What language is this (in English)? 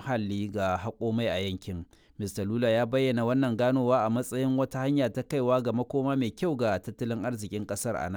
Hausa